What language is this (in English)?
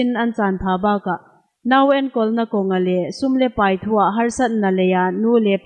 Hmar